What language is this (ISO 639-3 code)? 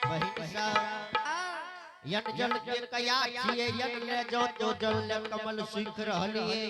anp